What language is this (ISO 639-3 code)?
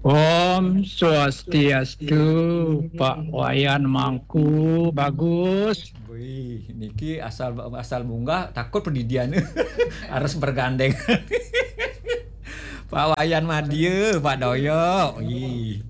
ban